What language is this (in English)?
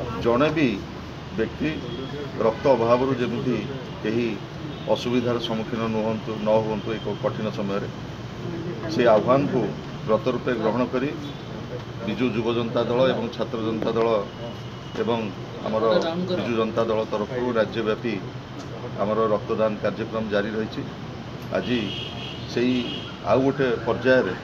Odia